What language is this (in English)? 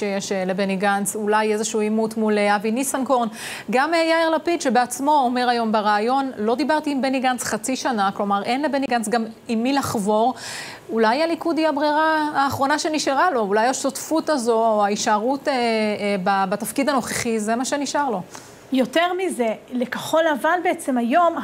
Hebrew